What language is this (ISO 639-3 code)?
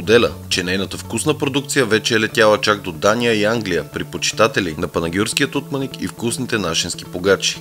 bul